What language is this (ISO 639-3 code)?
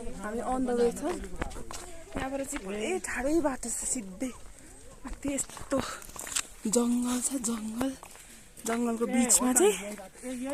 nep